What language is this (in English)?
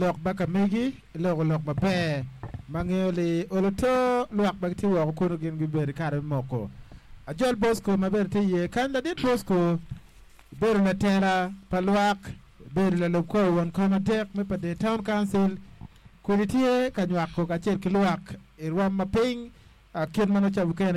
Acoli